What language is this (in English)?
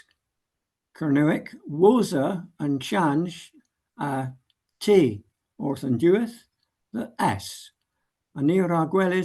Cornish